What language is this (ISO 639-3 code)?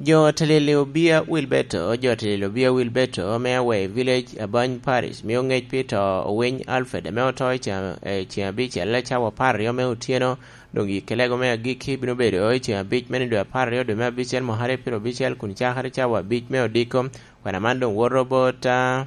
laj